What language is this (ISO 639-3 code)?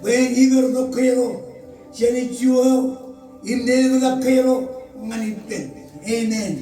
mah